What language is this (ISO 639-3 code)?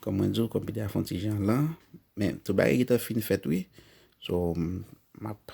hat